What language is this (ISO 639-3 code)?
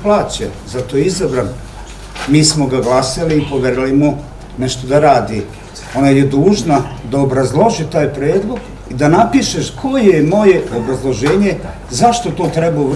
srp